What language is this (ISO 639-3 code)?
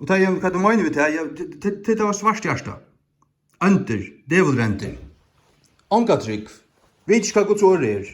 fao